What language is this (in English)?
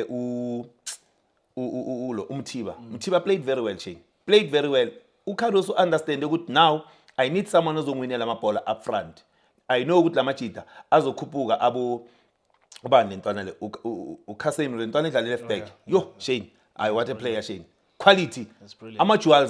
Zulu